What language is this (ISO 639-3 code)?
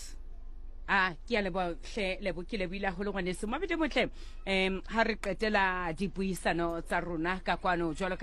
sot